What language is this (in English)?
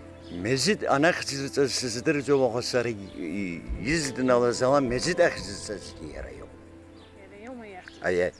Abkhazian